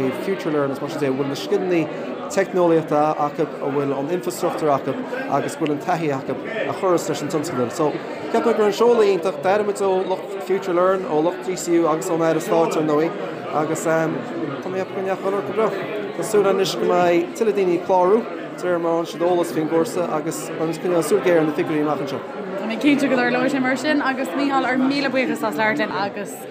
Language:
Irish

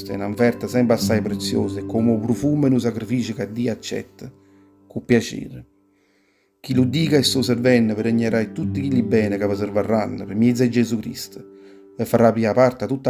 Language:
Neapolitan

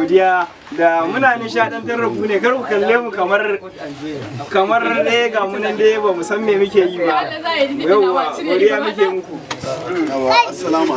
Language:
Hausa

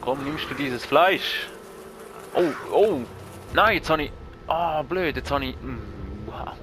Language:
Swiss German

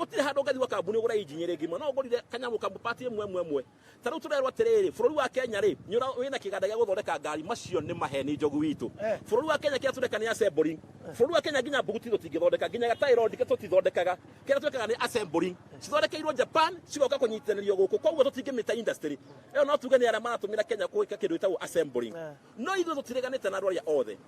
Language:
Kikuyu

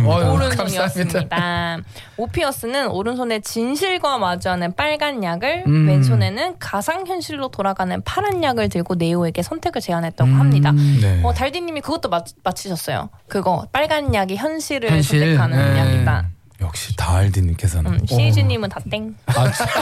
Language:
Korean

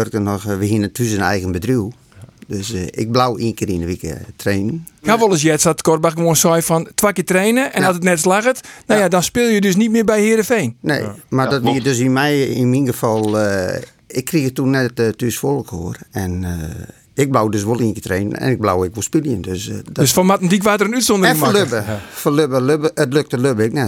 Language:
Western Frisian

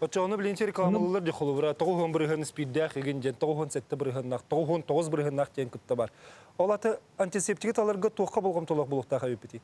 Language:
Yakut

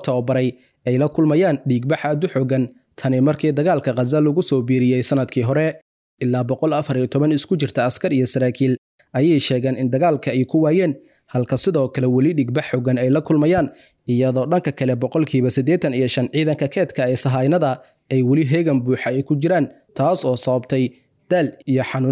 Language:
Somali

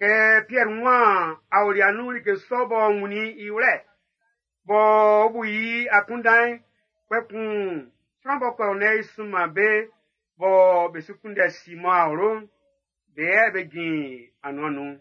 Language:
Baoulé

